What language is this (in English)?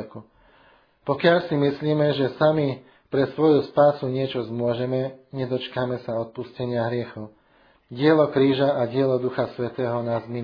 Slovak